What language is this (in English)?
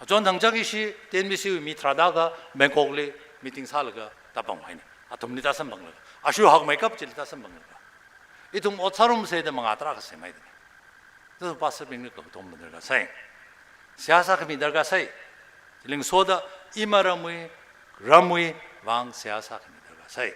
Tangkhul Naga (India)